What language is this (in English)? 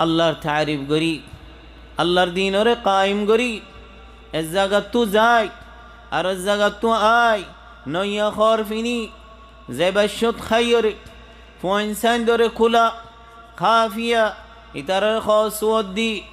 Rohingya